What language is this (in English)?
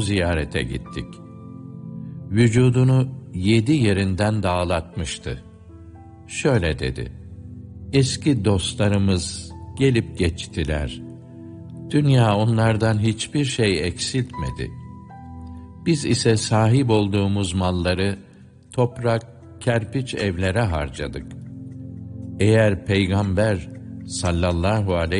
Turkish